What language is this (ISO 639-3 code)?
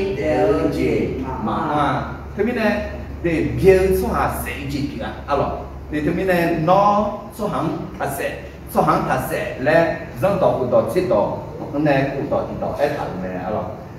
ahk